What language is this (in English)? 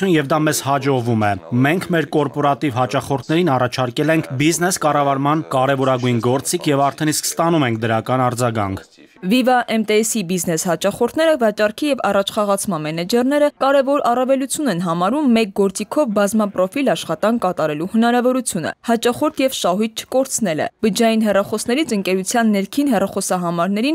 Armenian